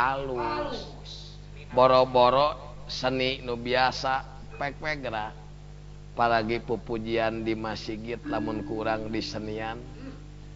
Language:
Sundanese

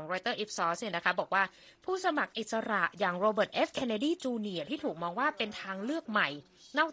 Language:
Thai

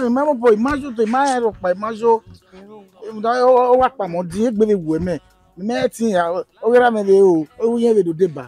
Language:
Bini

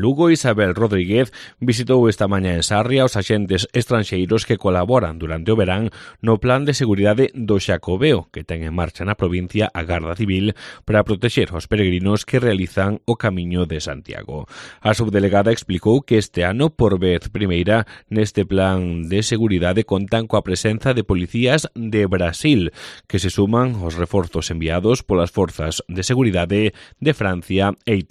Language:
Galician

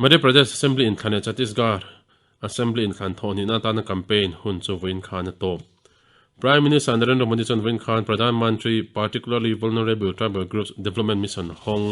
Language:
Mizo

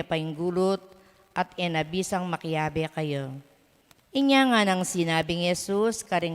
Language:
Pampanga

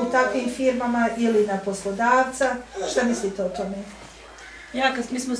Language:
Bosnian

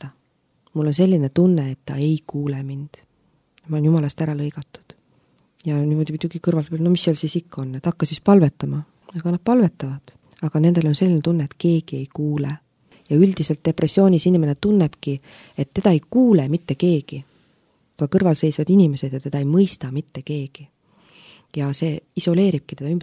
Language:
Estonian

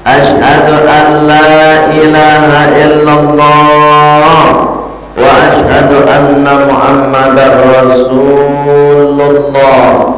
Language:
Minangkabau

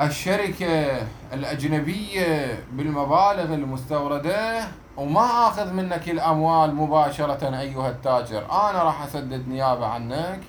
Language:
Mesopotamian Arabic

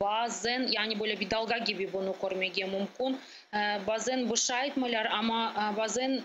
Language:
Crimean Tatar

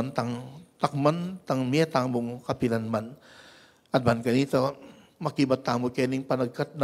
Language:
Pampanga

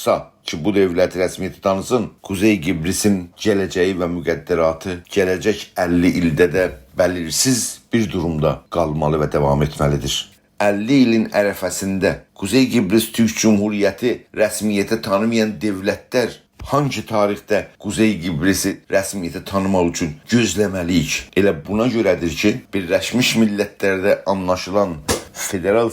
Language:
South Azerbaijani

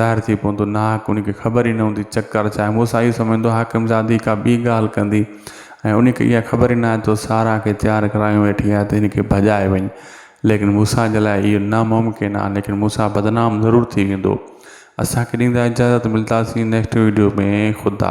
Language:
Sindhi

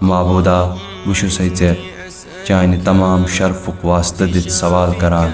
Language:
Kashmiri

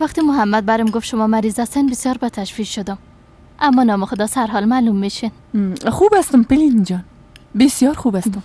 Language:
Persian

